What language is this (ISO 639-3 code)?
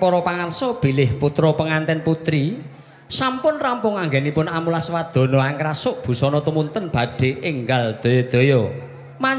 jav